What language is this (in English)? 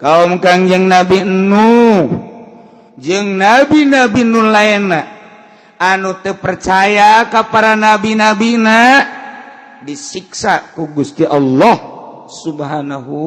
Sundanese